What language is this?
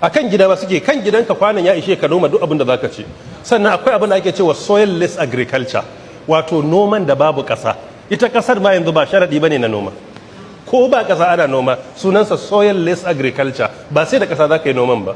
Hausa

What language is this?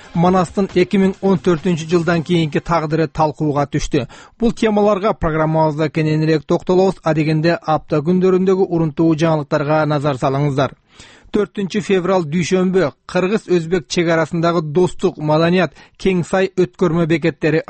Kyrgyz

